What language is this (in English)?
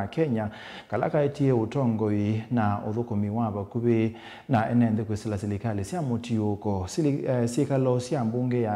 Kamba